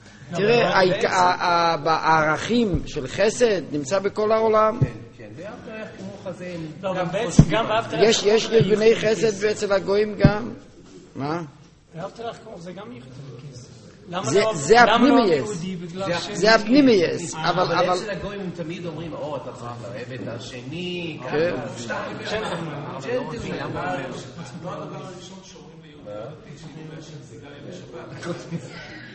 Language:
Hebrew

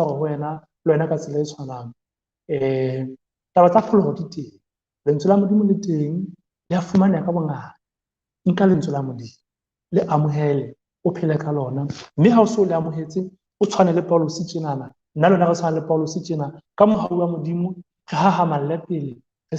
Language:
Southern Sotho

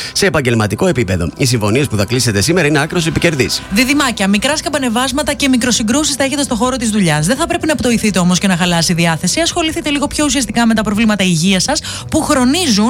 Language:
Greek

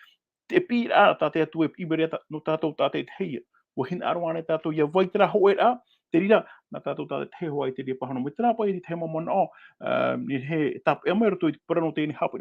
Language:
Tahitian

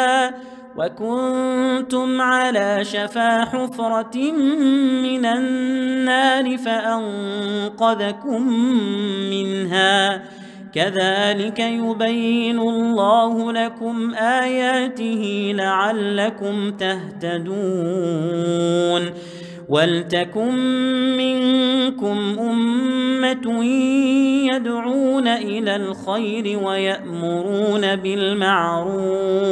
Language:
Arabic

